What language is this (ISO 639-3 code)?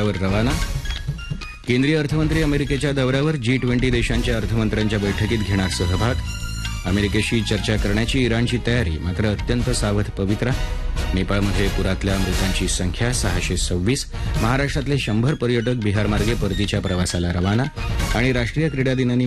mar